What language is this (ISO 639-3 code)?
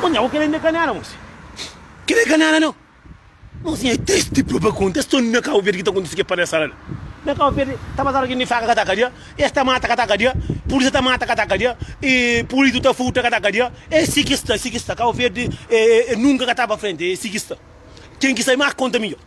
kea